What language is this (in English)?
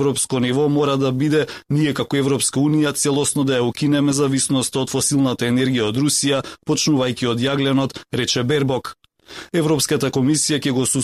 Macedonian